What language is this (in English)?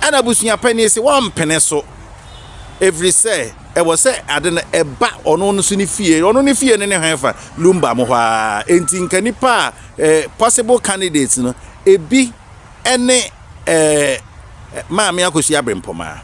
Akan